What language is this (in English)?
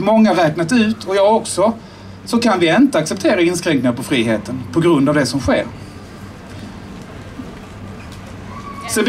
Swedish